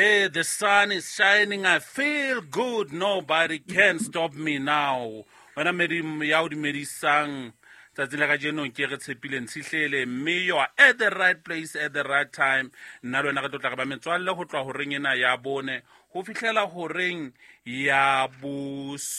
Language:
Southern Sotho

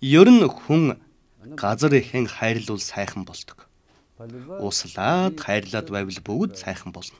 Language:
Mongolian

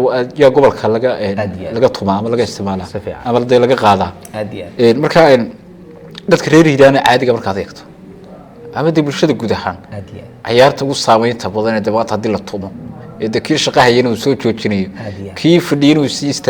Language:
Somali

